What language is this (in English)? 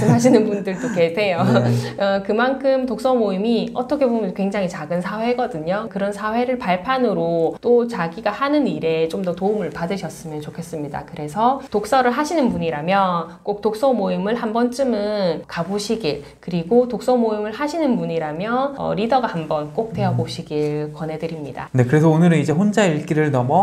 Korean